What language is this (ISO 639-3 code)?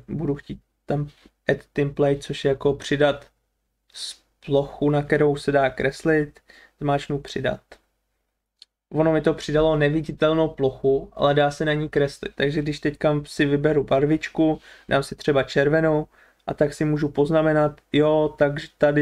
ces